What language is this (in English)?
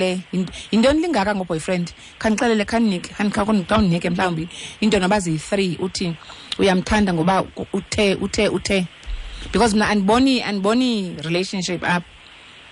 Xhosa